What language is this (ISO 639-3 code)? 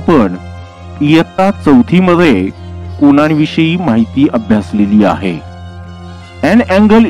mar